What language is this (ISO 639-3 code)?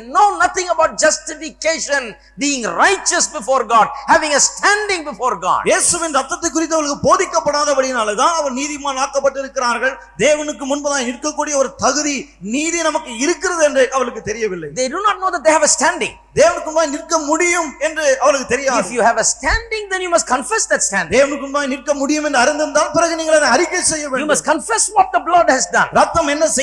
tam